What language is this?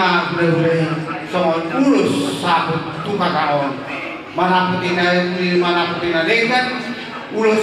Batak Toba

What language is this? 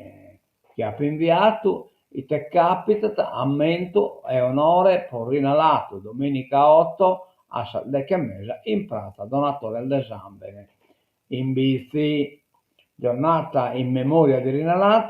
Sardinian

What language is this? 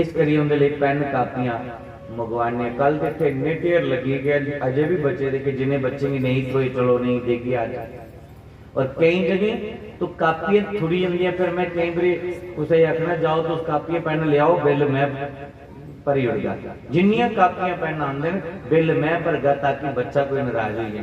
Dogri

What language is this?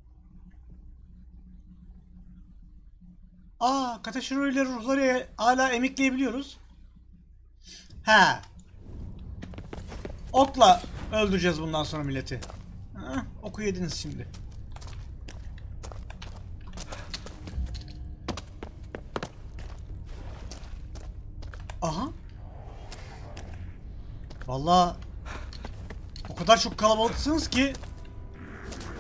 Turkish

